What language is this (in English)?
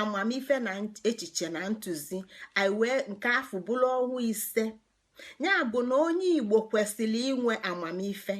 Igbo